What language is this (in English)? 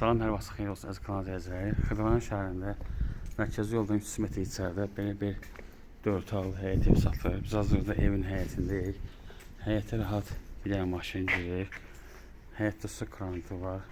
Azerbaijani